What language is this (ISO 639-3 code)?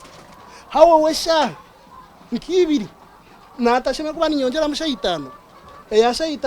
nyn